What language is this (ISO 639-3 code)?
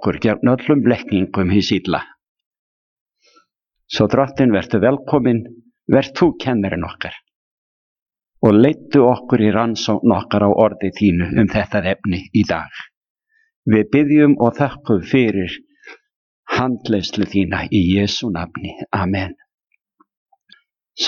isl